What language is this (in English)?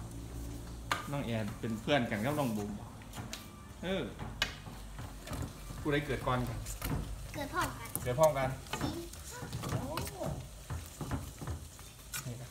Thai